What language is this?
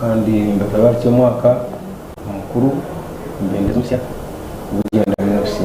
Nyankole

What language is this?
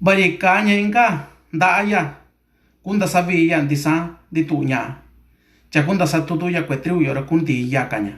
Mixtepec Mixtec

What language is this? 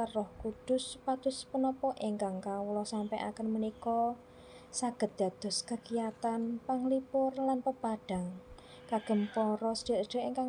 Javanese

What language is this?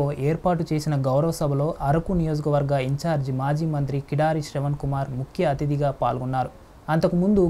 Telugu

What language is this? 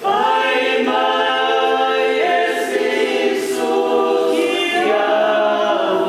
Tongan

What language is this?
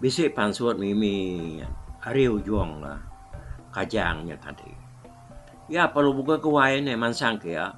Iban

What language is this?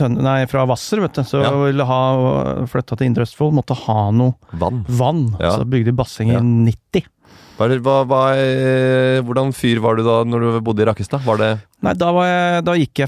Norwegian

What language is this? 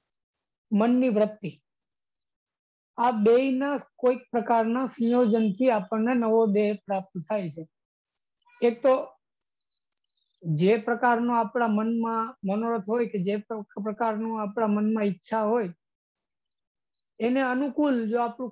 Gujarati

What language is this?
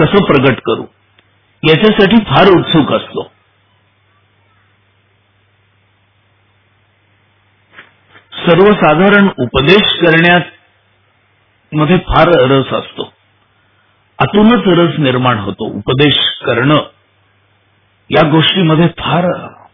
Marathi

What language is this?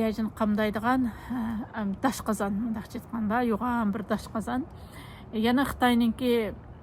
Uyghur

